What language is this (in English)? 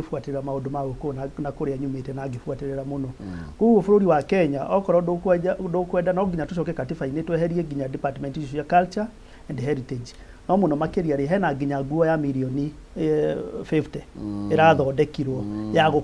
Kikuyu